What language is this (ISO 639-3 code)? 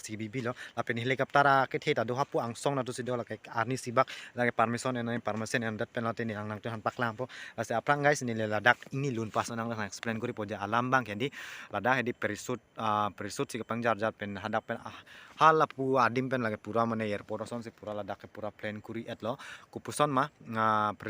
mjw